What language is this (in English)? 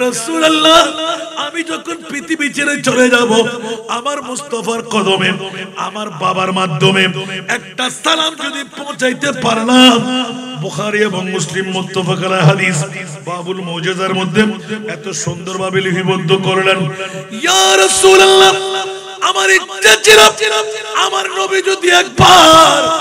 Bangla